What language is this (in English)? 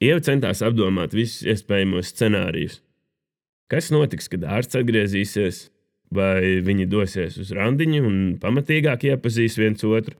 Latvian